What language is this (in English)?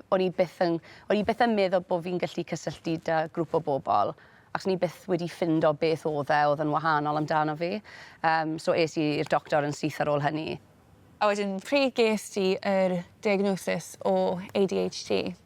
Welsh